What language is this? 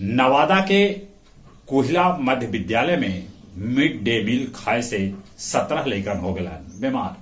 Magahi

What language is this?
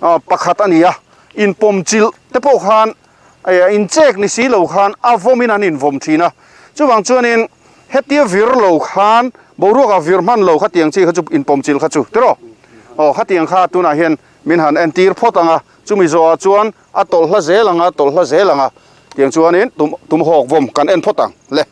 Mizo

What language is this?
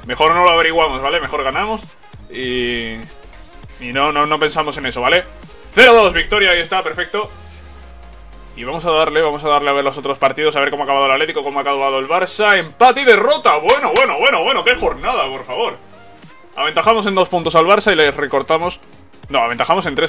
Spanish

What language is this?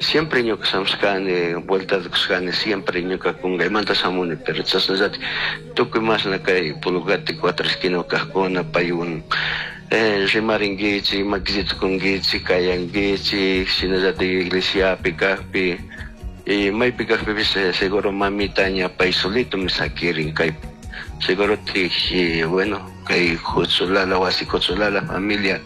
Chimborazo Highland Quichua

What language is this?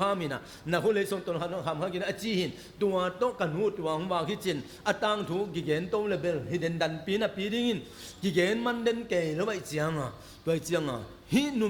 Tedim Chin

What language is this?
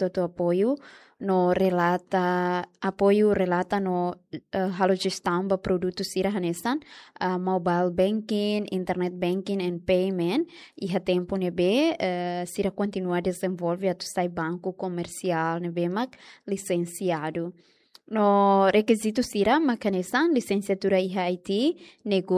Tetum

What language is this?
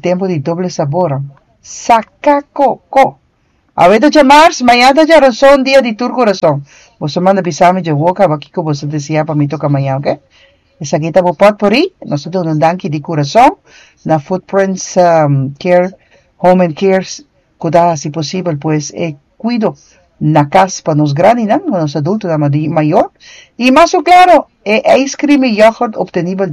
Papiamento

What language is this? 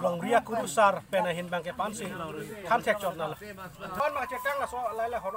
Karbi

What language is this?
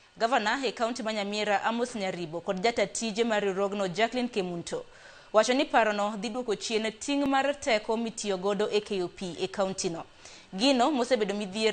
Luo (Kenya and Tanzania)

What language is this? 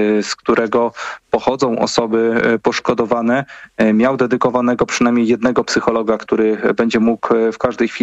Polish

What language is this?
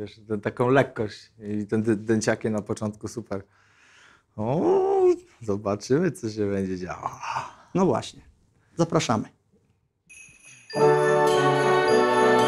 Polish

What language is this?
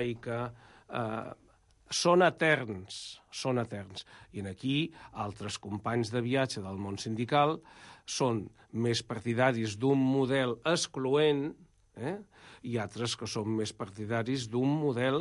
Catalan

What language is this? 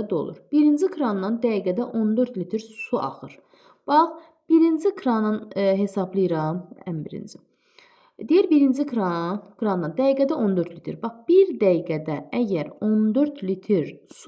Azerbaijani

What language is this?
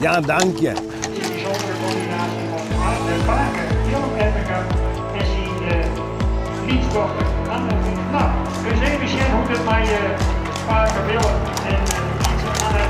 Western Frisian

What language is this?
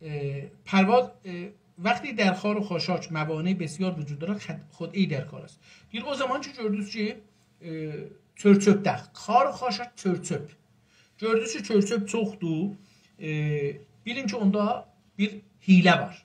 South Azerbaijani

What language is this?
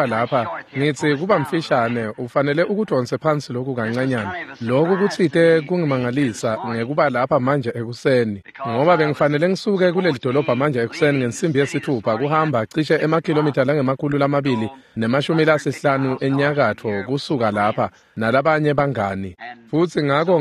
Swati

